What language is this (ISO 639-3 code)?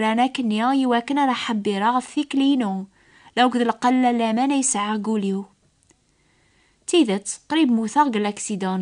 kab